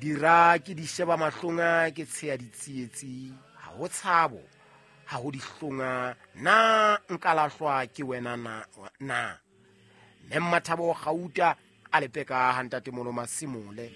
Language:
Southern Sotho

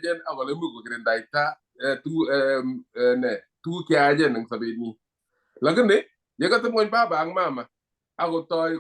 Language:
Kalenjin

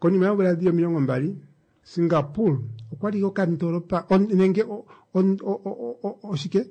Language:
Kuanyama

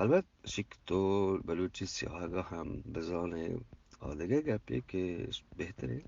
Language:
Eastern Balochi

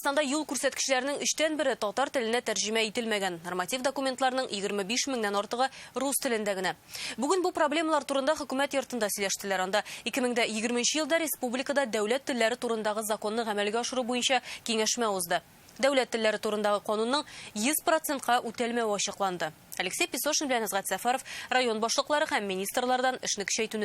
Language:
Tatar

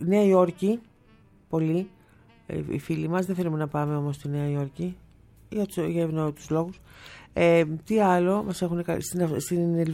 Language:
Greek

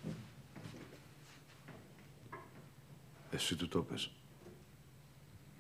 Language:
Greek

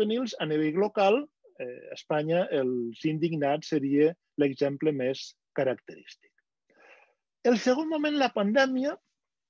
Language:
Catalan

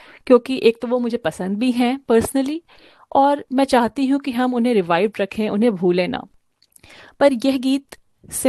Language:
Hindi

